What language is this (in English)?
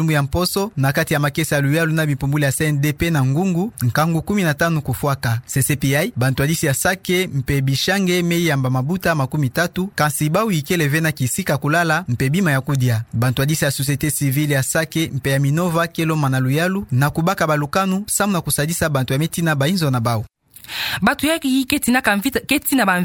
Kituba (Democratic Republic of Congo)